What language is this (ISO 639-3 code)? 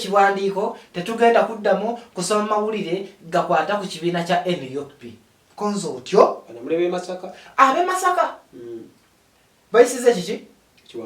lug